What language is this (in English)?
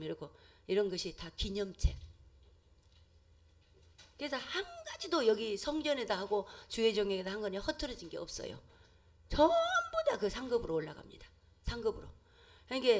Korean